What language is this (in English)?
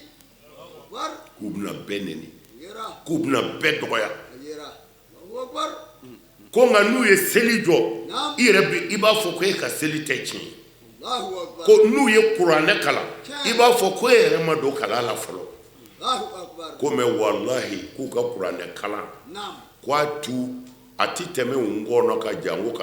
Bambara